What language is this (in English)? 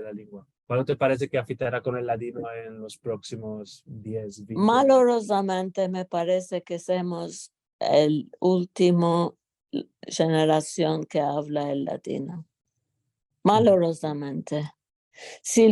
Ladino